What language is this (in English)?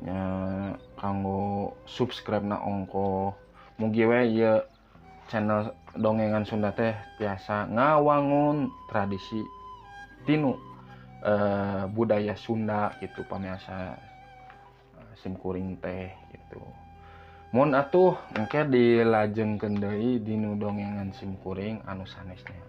Sundanese